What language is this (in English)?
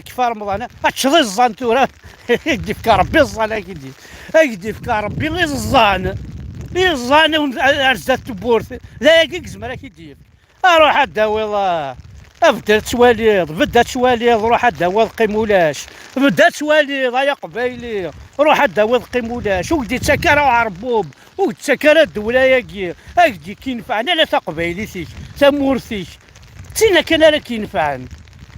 Kabyle